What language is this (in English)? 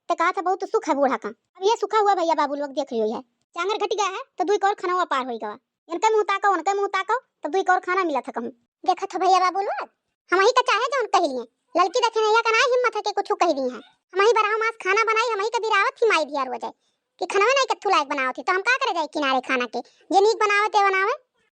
Awadhi